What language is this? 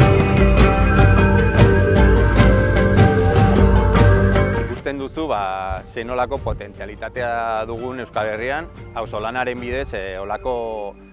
Basque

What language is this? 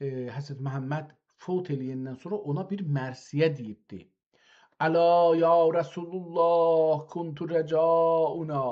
South Azerbaijani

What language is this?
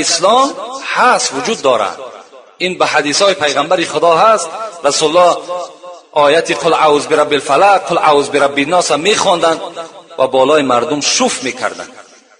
Tajik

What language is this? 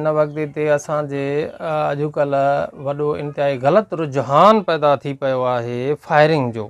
Sindhi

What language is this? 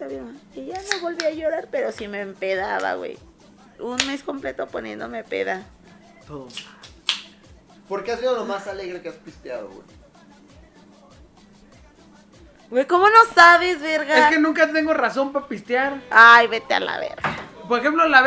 Spanish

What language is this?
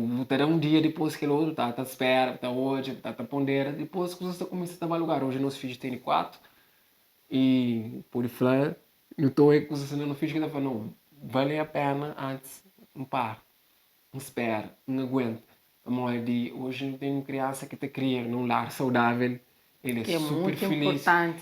Kabuverdianu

